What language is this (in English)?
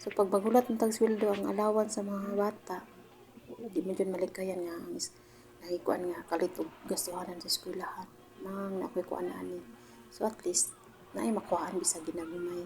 Cebuano